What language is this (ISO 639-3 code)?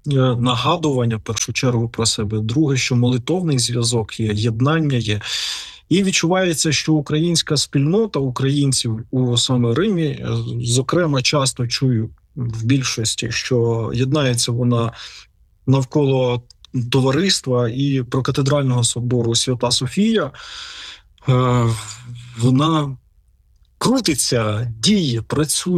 ukr